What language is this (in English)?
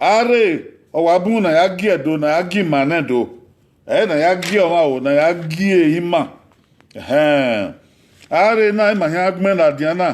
Bini